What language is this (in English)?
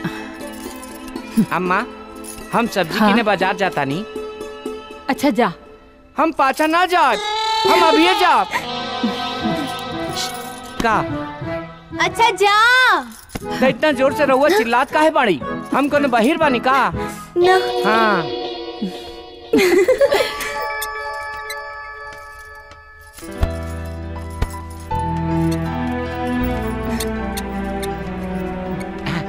Bhojpuri